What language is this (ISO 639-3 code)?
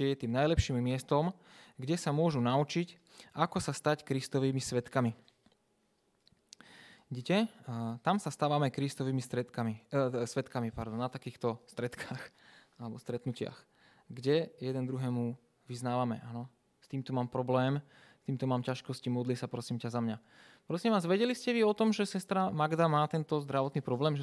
slk